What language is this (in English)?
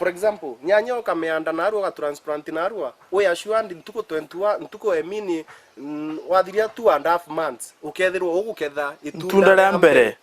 Meru